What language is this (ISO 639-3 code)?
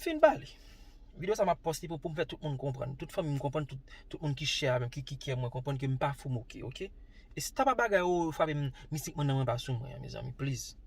hat